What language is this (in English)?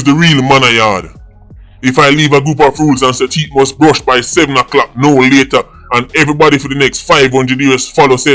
Jamaican Creole English